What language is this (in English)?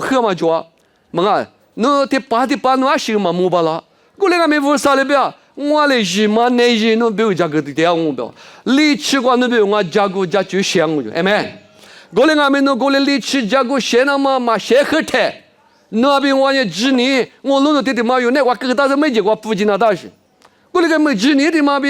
Lisu